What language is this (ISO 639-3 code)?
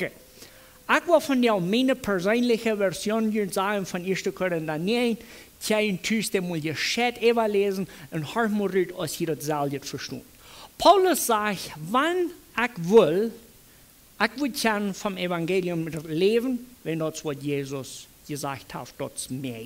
pdt